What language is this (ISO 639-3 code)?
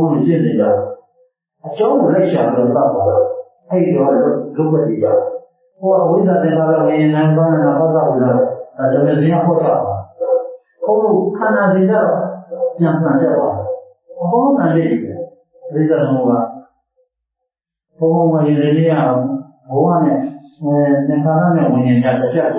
mya